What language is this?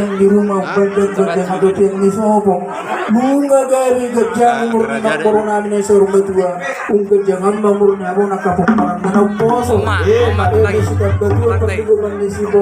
Batak Toba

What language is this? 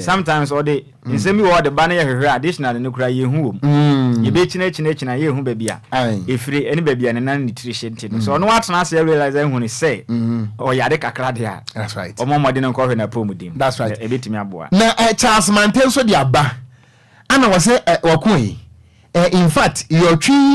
Akan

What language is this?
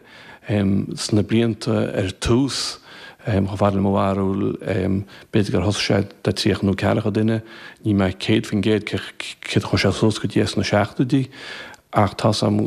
Irish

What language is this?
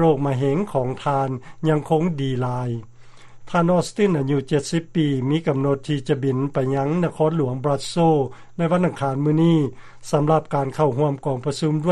Lao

